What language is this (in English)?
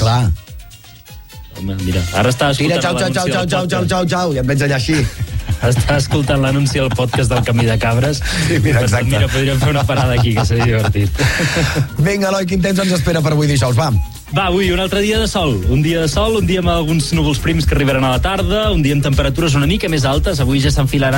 Catalan